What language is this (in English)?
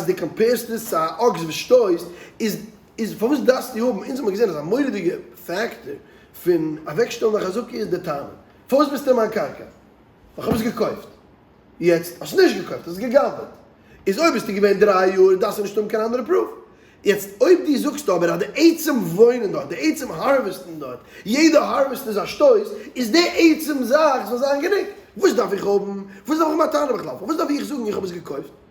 Yiddish